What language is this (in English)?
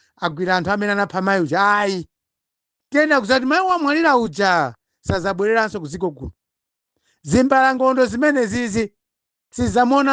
Nyanja